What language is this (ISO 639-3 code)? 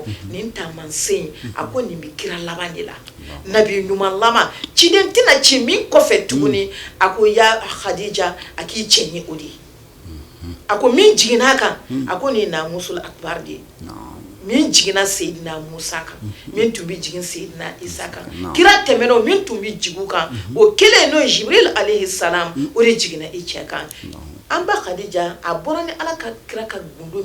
bam